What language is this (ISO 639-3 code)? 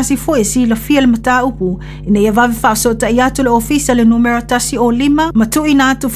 smo